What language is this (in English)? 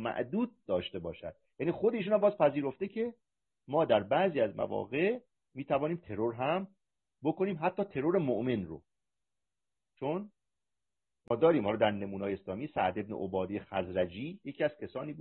Persian